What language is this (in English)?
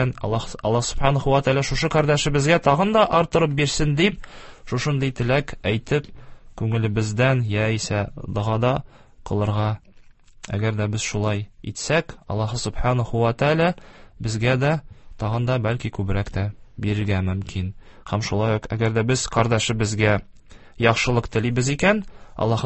Tatar